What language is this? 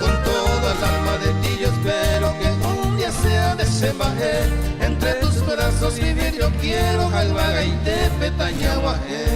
Guarani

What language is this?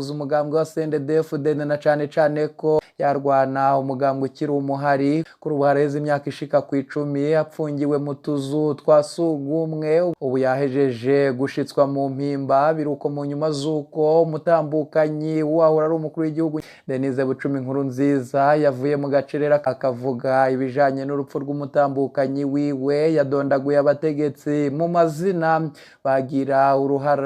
Rundi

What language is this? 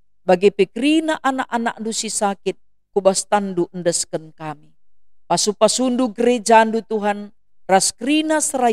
Batak Karo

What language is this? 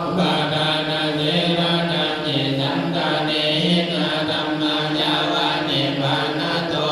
Pali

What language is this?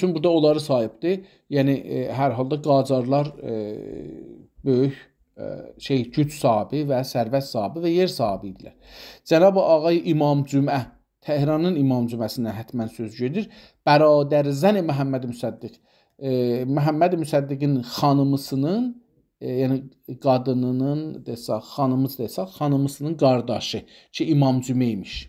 South Azerbaijani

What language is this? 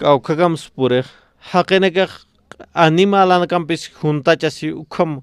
Aymara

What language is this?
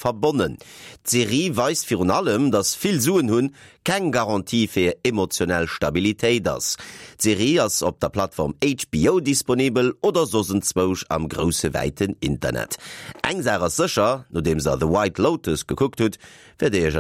Luxembourgish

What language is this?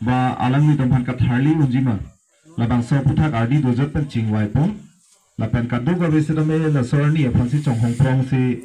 Karbi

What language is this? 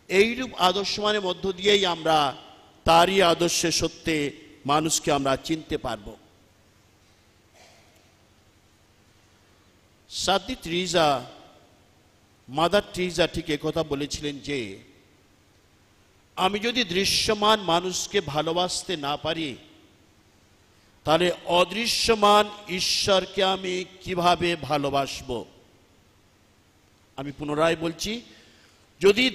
Bangla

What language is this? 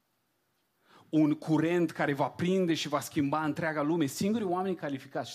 Romanian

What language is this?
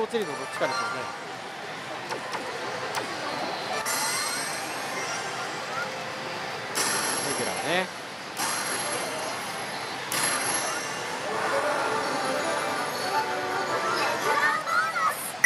Japanese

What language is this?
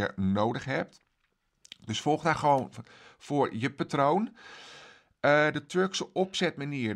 Dutch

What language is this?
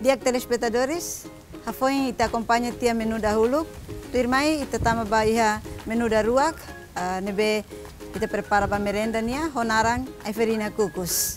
Tetum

